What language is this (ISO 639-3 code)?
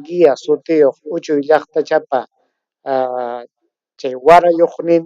quy